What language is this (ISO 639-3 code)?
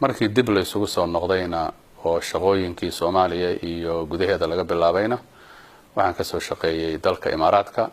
som